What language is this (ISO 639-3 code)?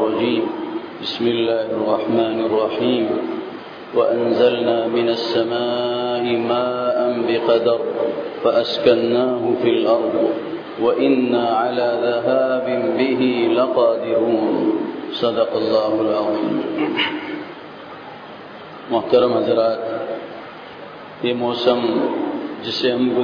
urd